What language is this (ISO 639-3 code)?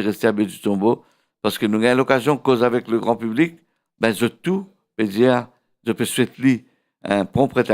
mfe